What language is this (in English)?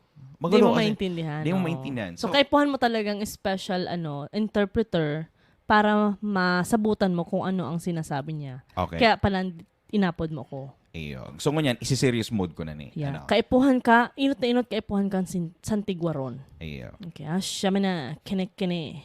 Bikol